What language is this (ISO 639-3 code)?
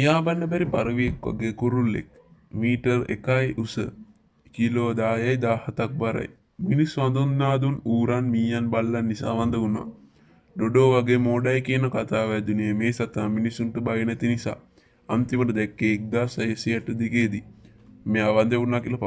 sin